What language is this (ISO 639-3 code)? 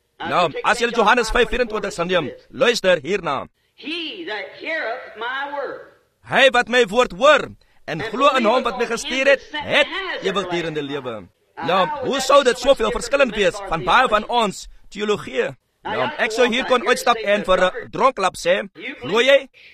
afr